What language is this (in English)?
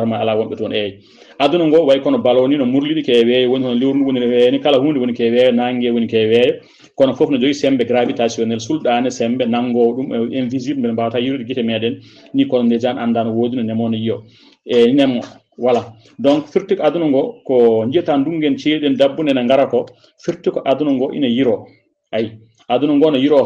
Fula